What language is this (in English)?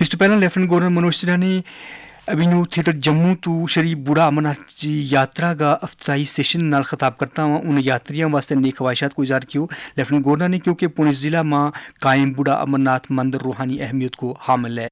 Gujari